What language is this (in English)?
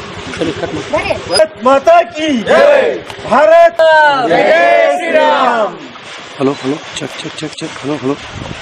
Kannada